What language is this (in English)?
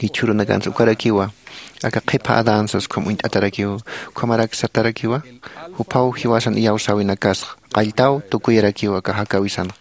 Aymara